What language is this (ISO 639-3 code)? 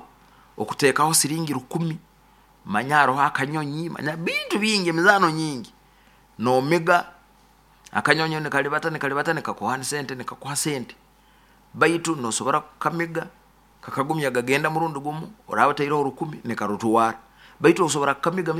nyo